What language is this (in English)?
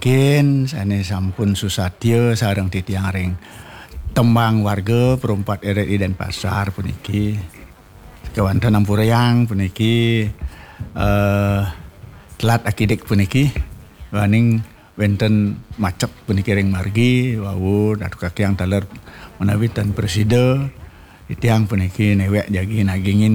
Balinese